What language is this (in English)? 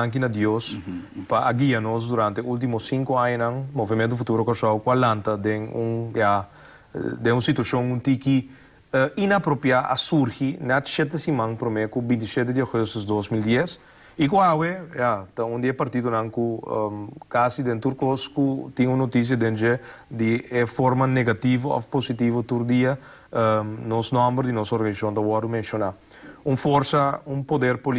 Papiamento